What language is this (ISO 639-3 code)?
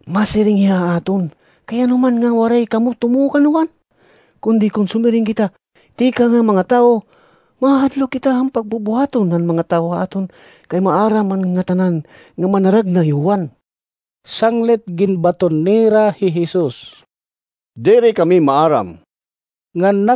war